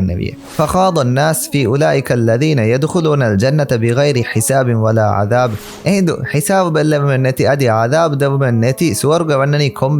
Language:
Divehi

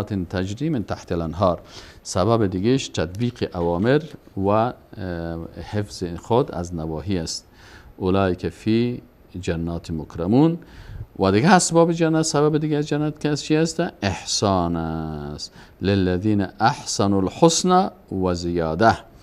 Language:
Persian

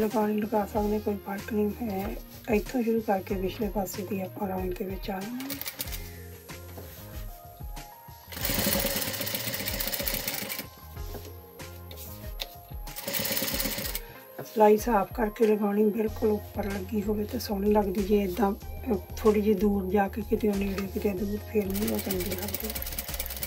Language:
Punjabi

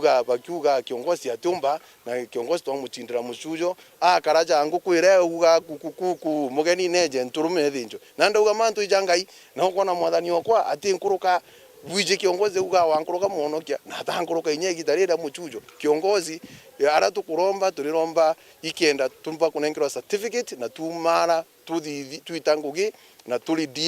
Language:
Meru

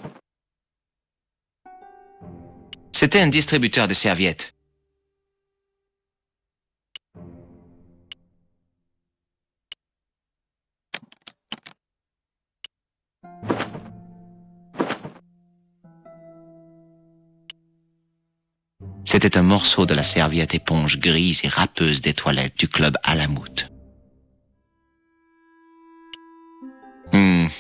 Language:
French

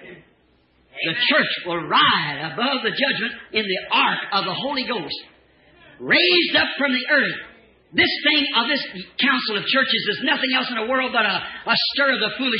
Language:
English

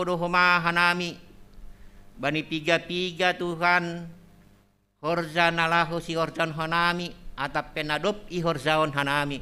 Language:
Batak Simalungun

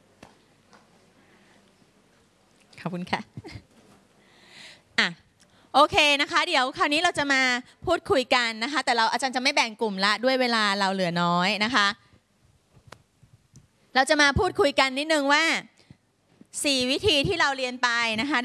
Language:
Thai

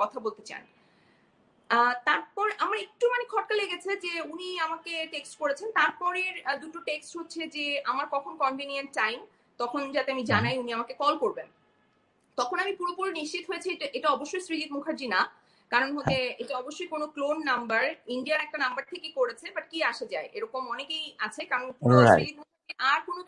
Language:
Bangla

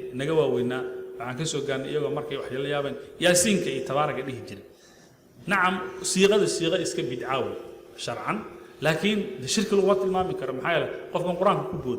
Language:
Somali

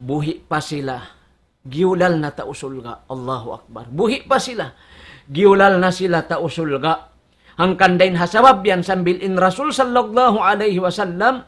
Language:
Tausug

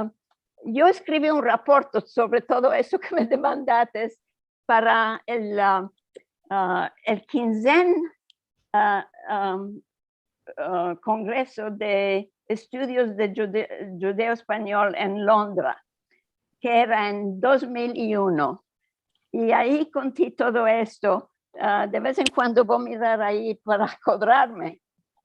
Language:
Ladino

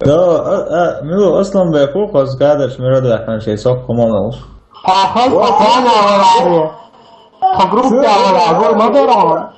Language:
Chechen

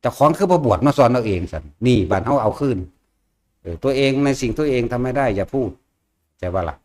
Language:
Northeastern Thai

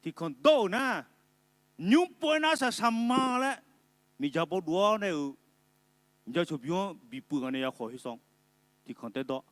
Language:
Akha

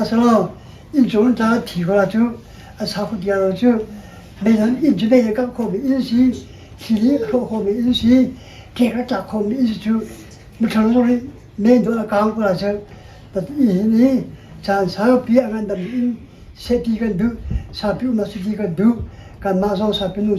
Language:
Hakha Chin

